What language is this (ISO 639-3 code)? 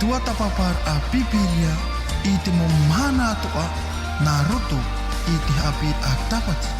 tah